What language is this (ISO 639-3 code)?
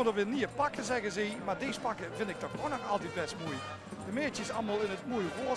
lim